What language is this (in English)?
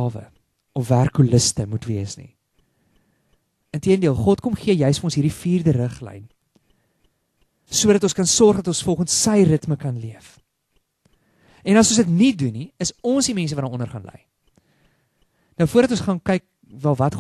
Afrikaans